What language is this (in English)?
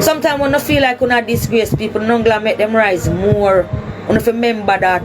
Jamaican Creole English